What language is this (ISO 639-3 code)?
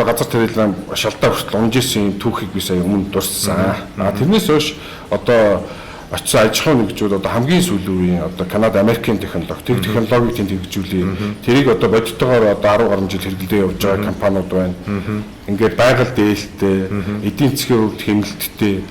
mon